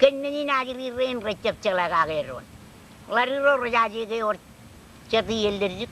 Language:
Marshallese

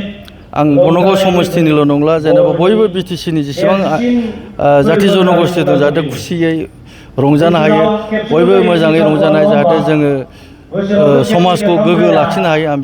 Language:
Bodo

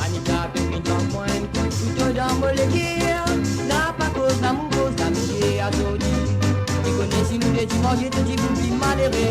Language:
Morisyen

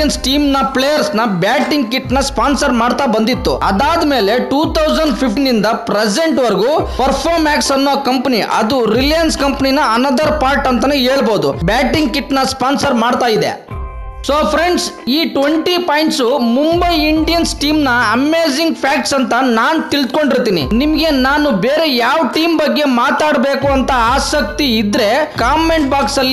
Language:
Kannada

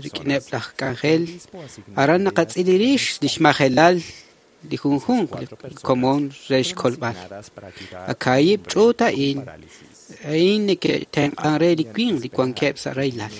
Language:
Kekchí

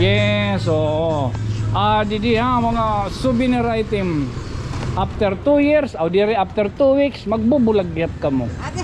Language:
Waray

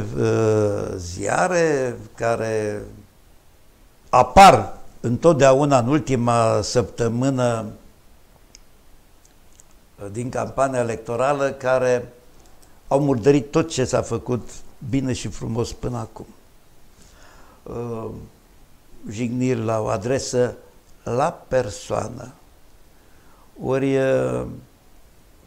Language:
Romanian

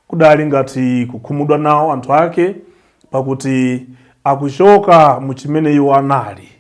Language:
Nyanja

